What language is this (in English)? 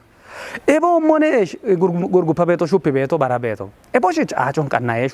Kafa